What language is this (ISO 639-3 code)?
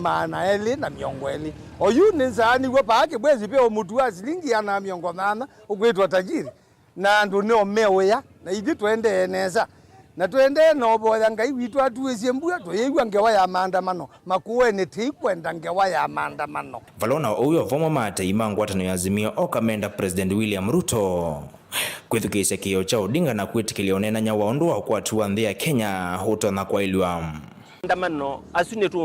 kam